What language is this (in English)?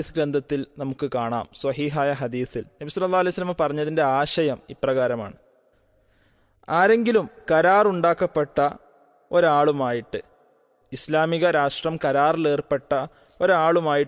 Malayalam